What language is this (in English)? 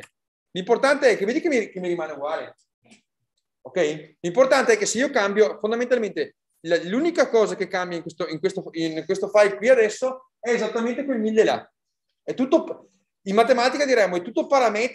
Italian